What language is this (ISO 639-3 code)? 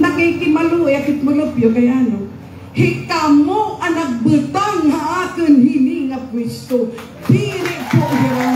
war